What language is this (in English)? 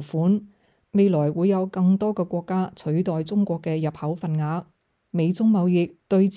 Cantonese